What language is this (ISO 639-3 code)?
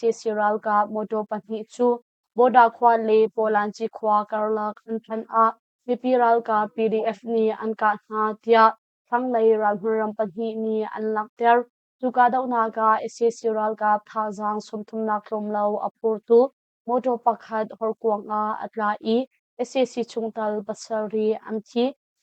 cnh